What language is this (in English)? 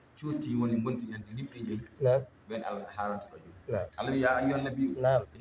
Fula